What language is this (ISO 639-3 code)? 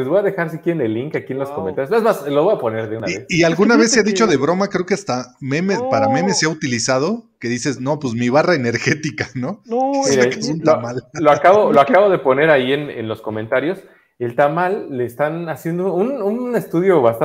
spa